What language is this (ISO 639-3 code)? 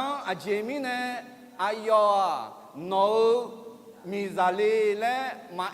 ahk